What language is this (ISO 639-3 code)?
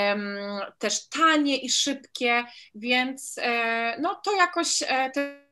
pol